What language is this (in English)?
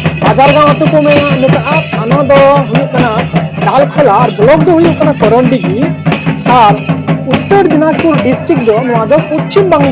Santali